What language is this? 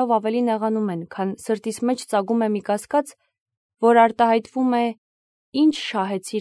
Armenian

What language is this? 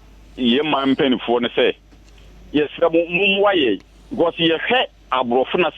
Akan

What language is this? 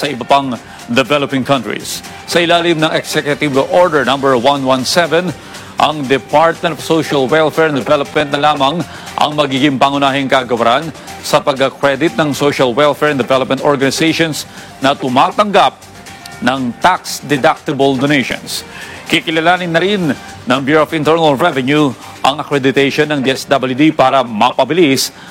Filipino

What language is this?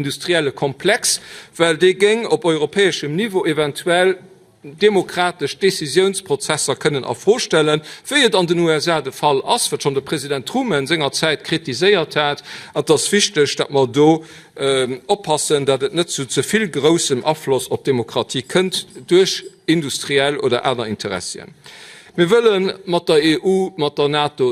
Luxembourgish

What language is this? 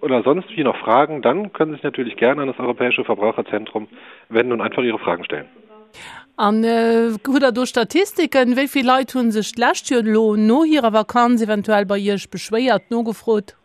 Luxembourgish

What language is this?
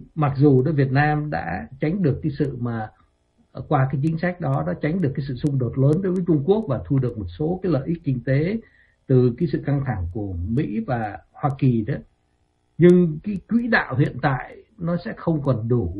Vietnamese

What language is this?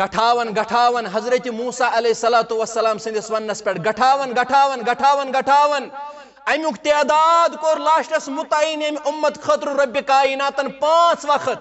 Kashmiri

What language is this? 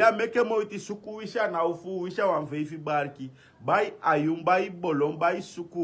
Sranan Tongo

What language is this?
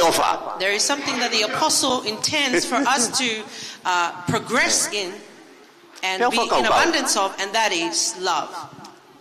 Tongan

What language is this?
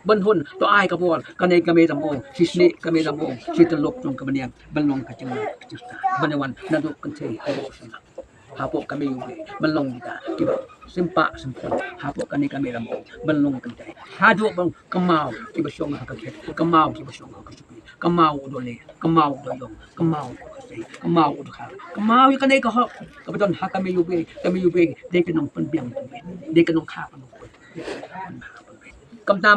Khasi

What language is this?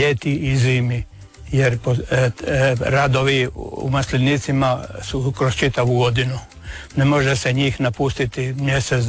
Croatian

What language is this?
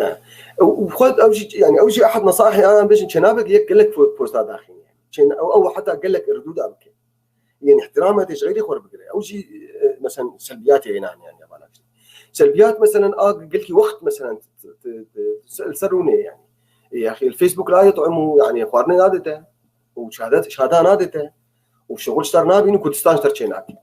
North Levantine Arabic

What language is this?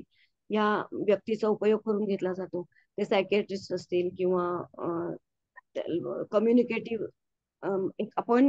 Marathi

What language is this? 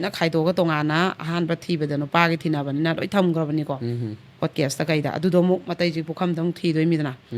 Manipuri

